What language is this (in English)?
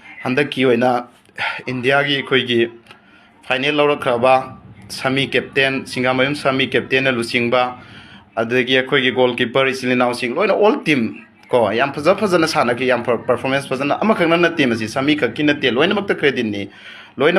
Manipuri